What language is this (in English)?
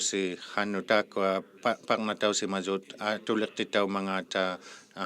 Inuktitut